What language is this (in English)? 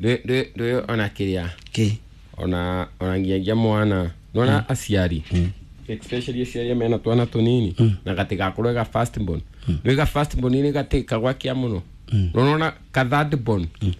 Kikuyu